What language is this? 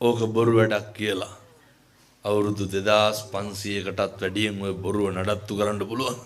Sinhala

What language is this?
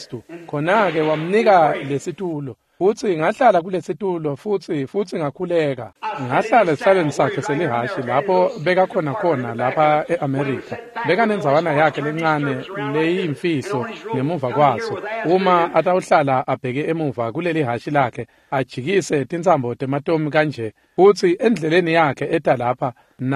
Swati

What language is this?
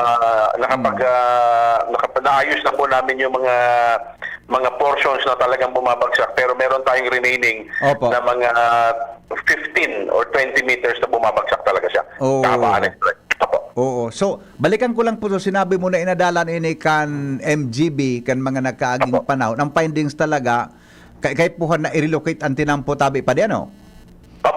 Bikol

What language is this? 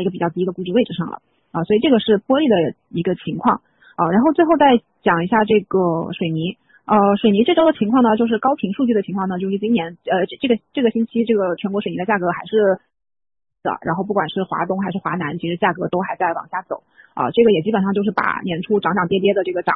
Chinese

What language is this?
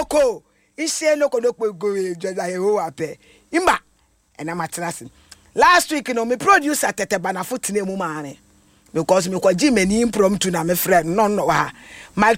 Akan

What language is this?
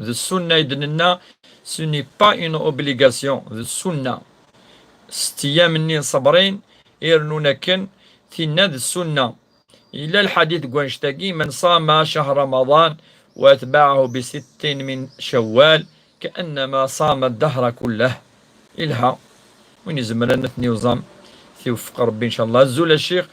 Kabyle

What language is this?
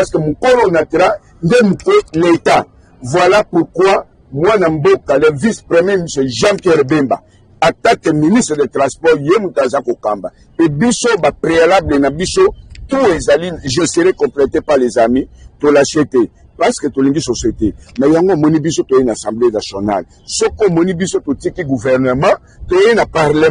Lingala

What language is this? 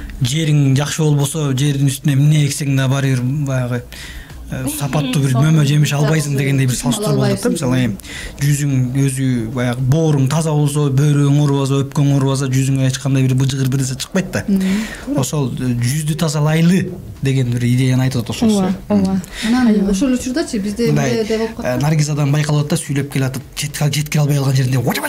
Kyrgyz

